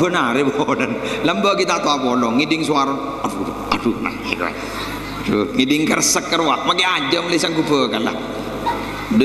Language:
Madurese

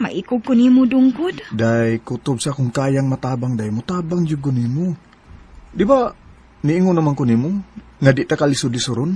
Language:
Cebuano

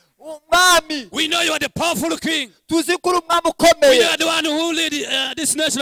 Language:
Kinyarwanda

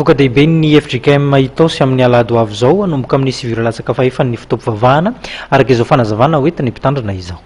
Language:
Malagasy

